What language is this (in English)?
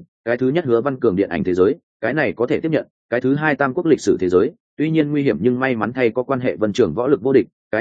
Vietnamese